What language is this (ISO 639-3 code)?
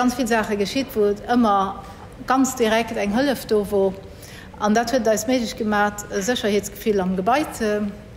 ltz